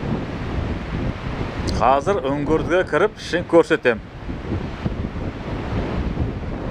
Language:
Kazakh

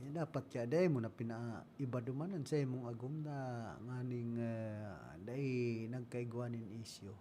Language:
Bikol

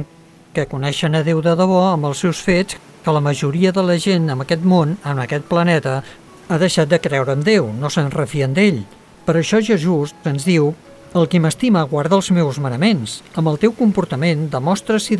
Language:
Catalan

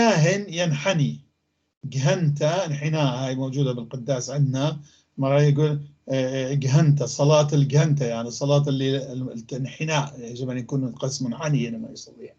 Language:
North Levantine Arabic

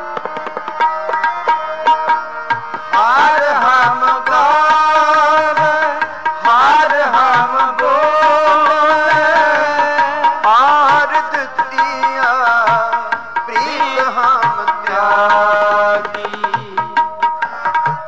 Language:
Punjabi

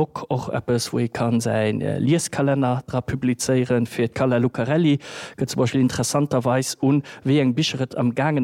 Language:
Luxembourgish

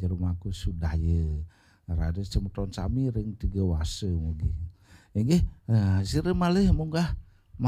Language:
Balinese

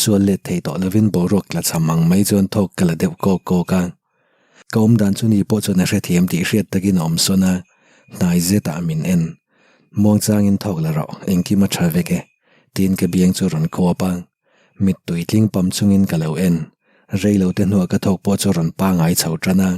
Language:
Mizo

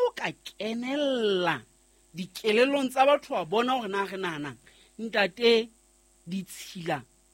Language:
Southern Sotho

